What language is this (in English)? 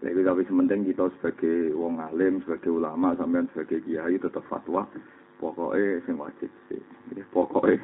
Javanese